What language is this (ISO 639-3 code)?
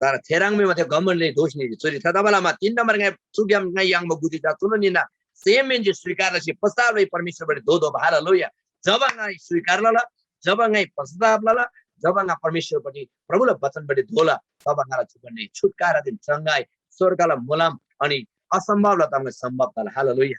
taj